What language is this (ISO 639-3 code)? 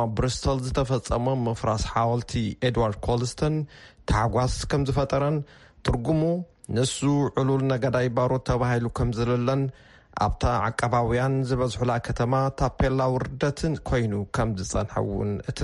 tir